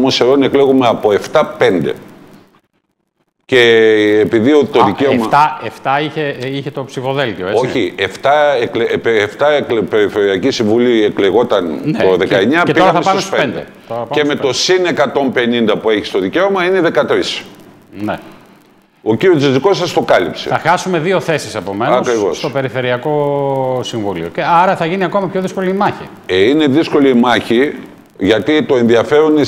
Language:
Greek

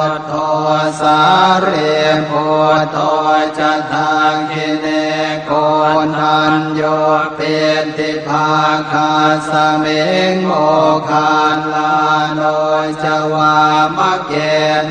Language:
Pali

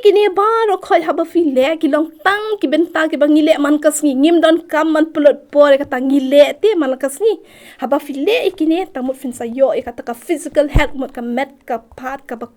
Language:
Khasi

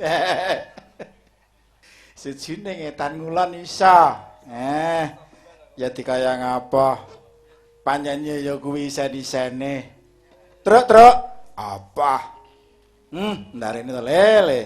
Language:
Javanese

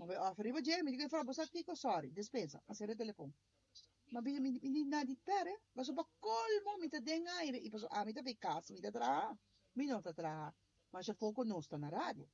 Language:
Papiamento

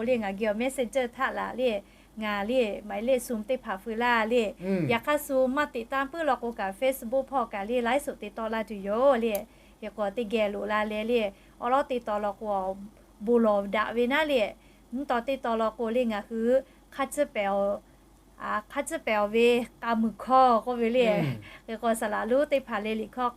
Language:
Lahu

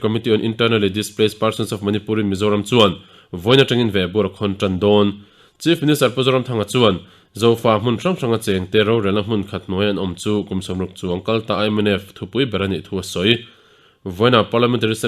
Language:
Mizo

